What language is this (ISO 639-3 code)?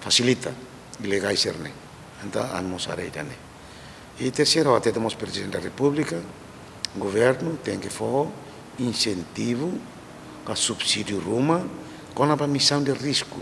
tet